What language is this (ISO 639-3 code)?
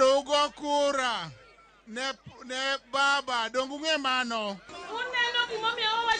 luo